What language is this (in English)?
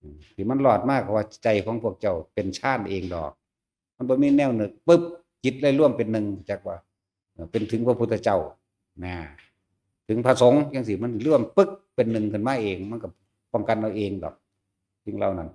Northeastern Thai